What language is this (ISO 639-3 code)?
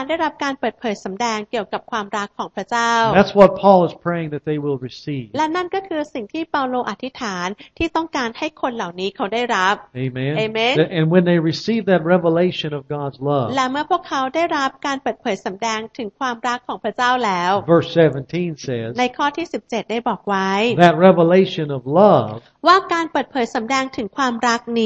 tha